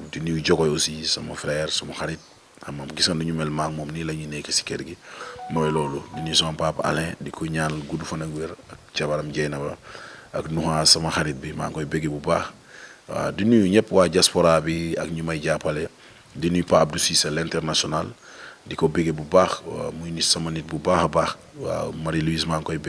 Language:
Wolof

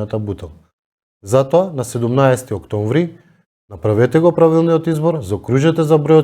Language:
Macedonian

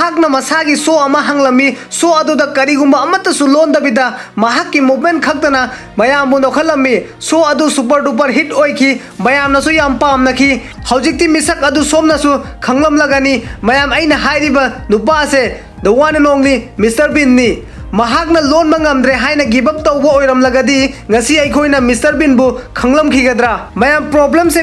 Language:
Manipuri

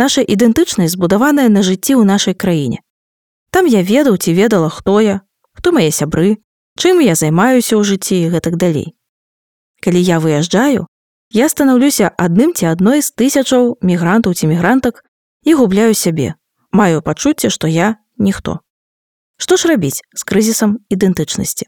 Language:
Belarusian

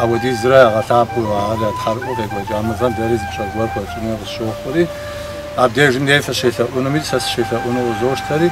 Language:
Kabardian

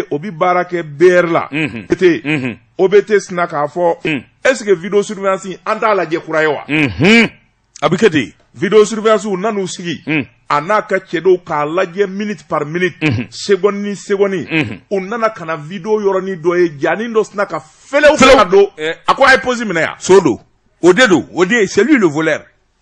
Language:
Bambara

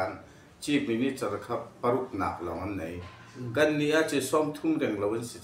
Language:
Hakha Chin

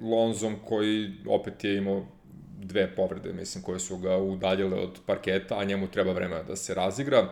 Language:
Serbian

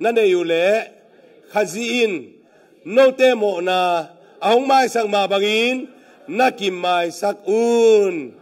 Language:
Tedim Chin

